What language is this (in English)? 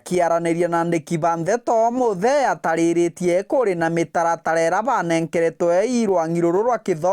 Meru